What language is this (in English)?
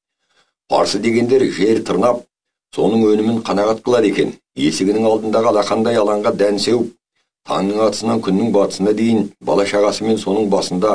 Kazakh